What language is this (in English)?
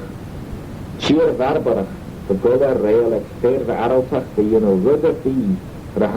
Manx